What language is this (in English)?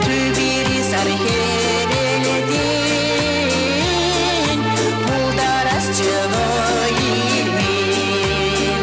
Chuvash